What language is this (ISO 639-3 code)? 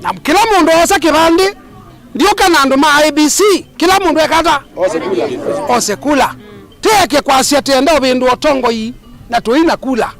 kam